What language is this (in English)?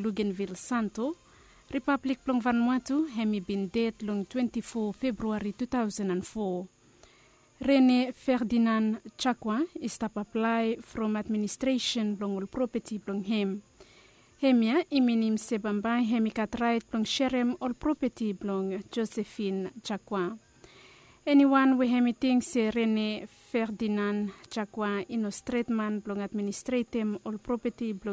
Bislama